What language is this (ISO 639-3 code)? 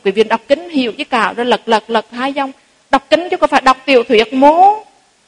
vie